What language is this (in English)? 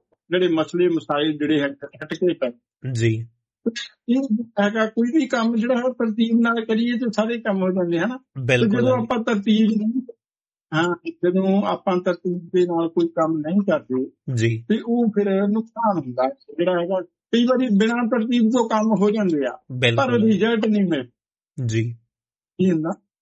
Punjabi